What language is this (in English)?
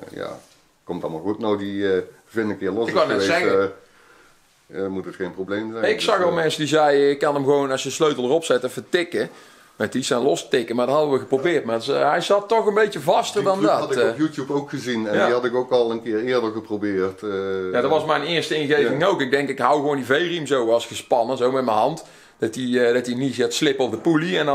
Dutch